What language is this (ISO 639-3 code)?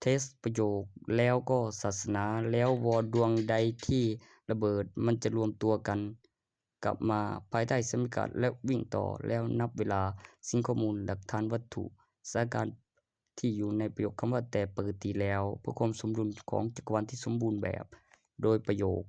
lao